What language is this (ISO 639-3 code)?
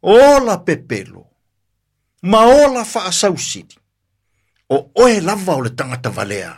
smo